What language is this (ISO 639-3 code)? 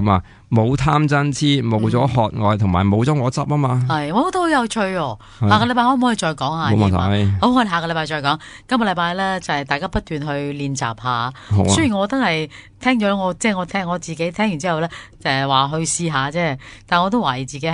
yue